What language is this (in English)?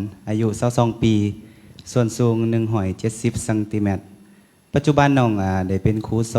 Lao